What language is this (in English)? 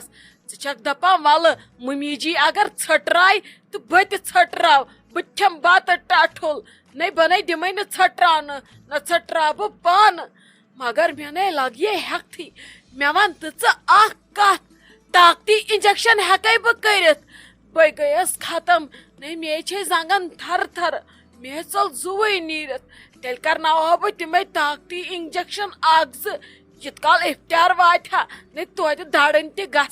Kashmiri